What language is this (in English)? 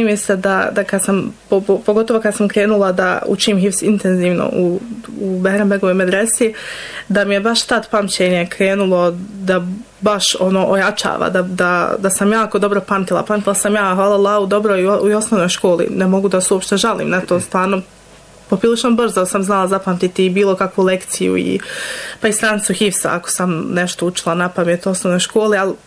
Bosnian